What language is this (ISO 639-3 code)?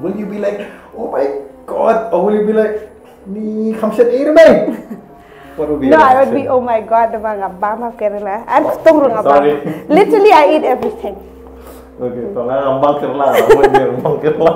kha